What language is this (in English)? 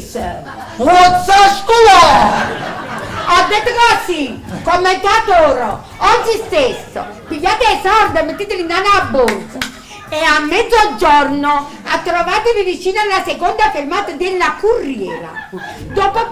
Neapolitan